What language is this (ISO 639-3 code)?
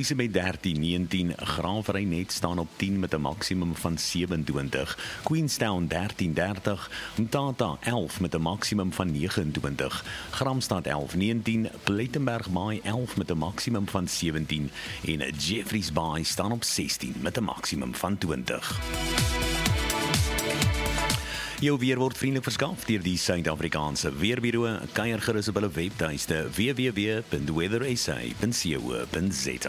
afr